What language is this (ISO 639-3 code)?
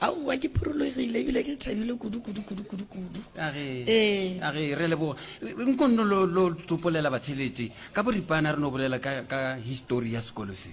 nso